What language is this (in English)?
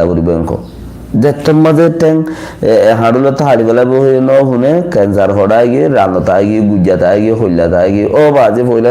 Rohingya